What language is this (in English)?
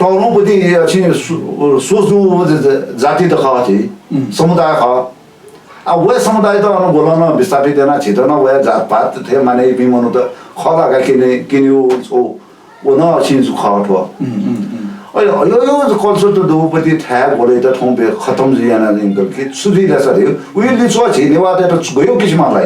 Newari